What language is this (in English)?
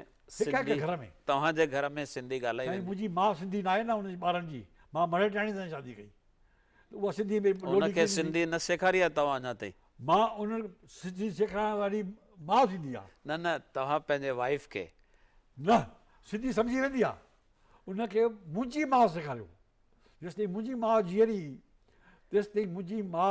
Sindhi